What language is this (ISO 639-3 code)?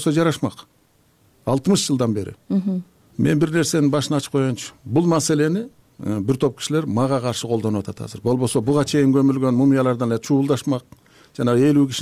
kir